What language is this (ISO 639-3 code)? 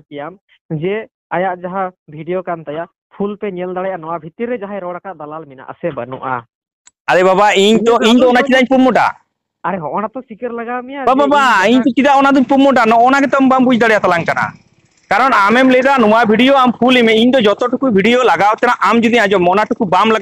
sat